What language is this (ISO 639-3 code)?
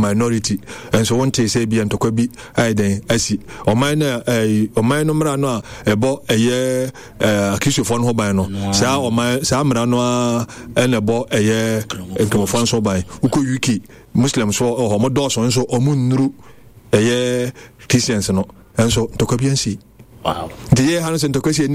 aka